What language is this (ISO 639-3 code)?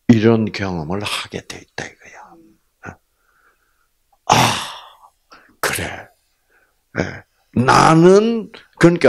kor